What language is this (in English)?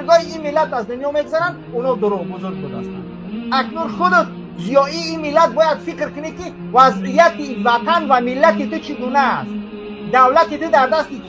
Tajik